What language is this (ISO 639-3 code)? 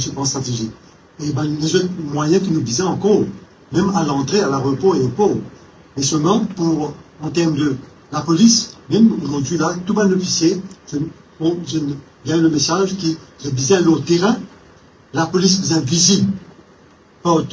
mfe